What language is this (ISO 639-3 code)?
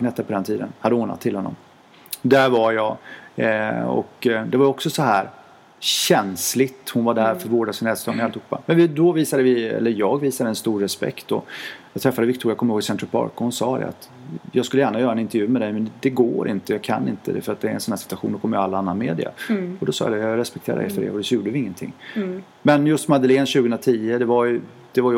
swe